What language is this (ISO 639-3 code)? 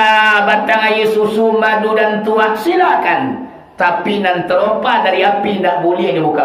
min